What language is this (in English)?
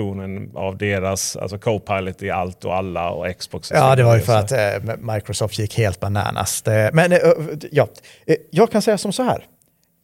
Swedish